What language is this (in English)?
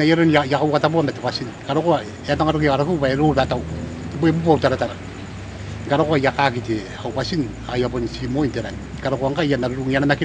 Gilbertese